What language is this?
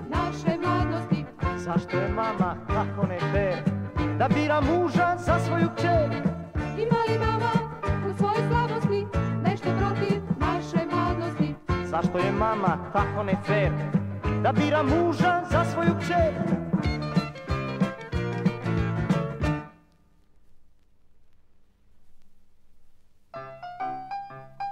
Serbian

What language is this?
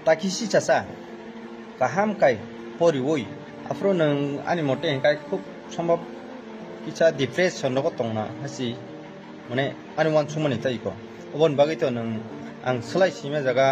Kok Borok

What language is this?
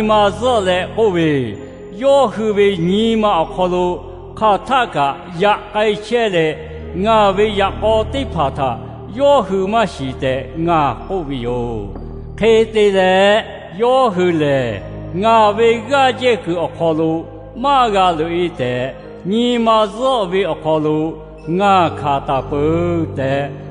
Lahu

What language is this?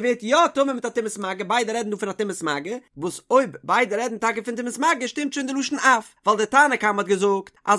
Yiddish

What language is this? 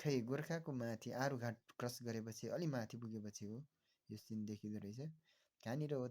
Nepali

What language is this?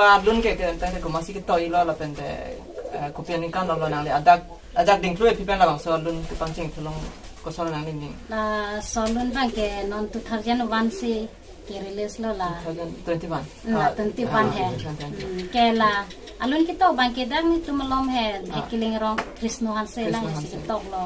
Karbi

